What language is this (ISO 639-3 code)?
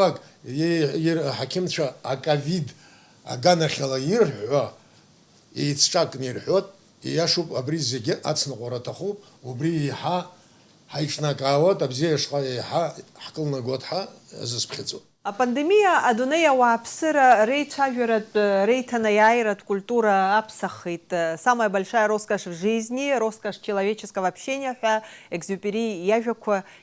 abk